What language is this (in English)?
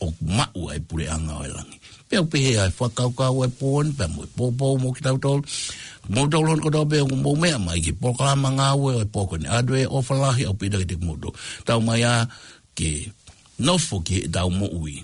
Tongan